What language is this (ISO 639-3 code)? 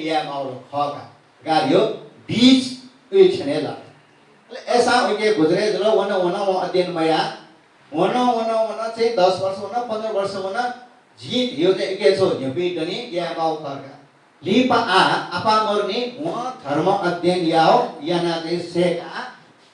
new